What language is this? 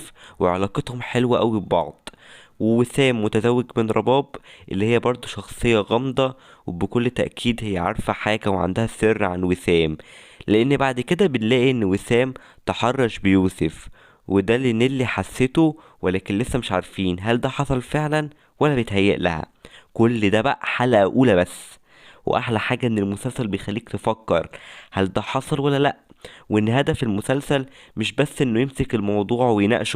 Egyptian Arabic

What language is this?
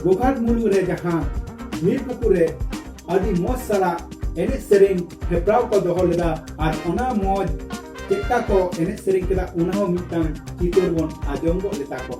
Santali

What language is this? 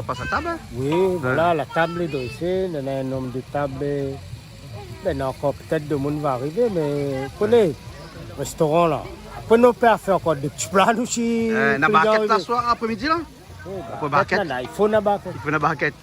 Réunion Creole French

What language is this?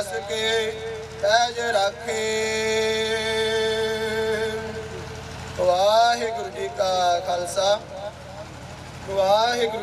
Punjabi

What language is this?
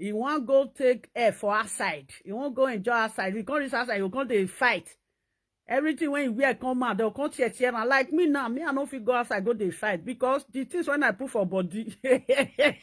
Nigerian Pidgin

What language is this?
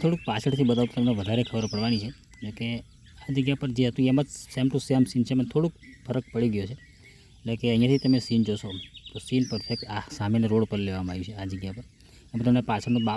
Gujarati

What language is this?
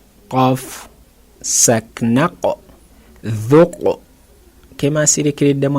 Ganda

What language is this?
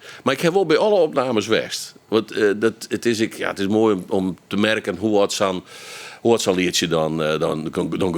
Western Frisian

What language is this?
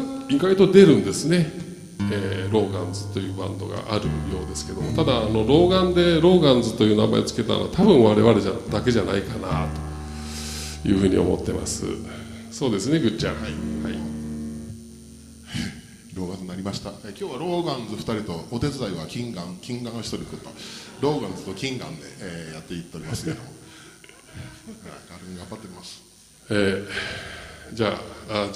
Japanese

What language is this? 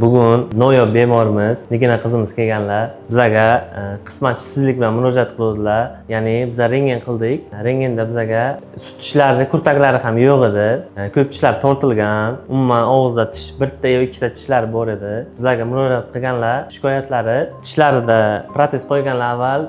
Uzbek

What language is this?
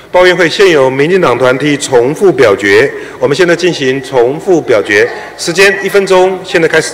Chinese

